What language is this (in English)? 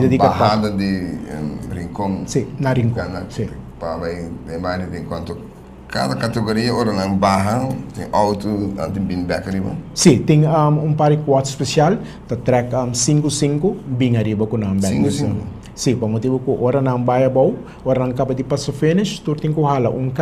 Papiamento